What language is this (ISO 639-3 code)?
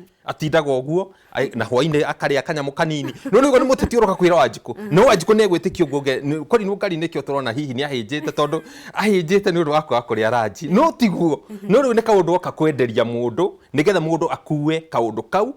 kik